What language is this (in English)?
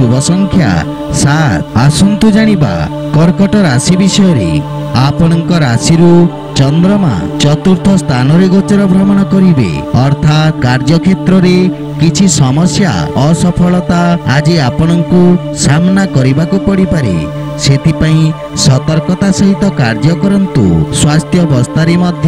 Odia